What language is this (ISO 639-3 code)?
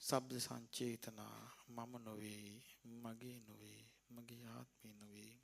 sin